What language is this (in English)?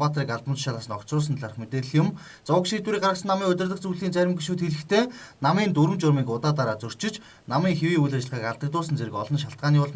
Mongolian